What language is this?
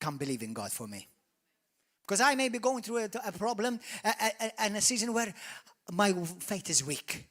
English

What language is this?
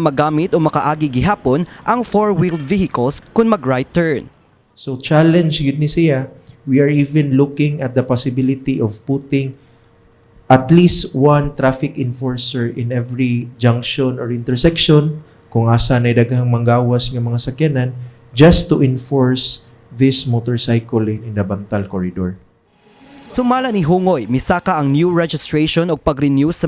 Cebuano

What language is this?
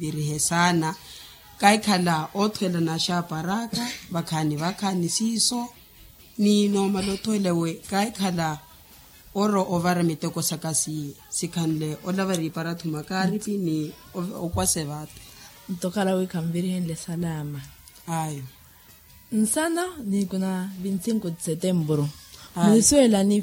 Makhuwa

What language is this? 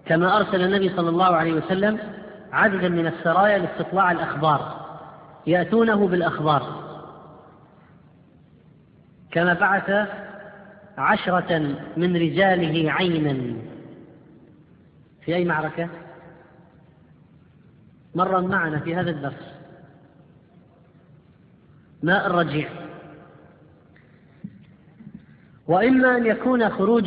Arabic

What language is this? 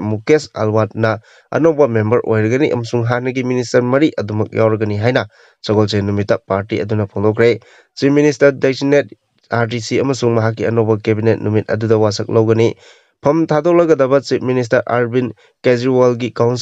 Manipuri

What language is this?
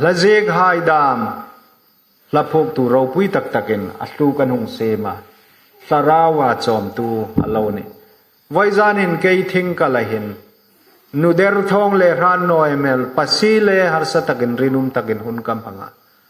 Hmar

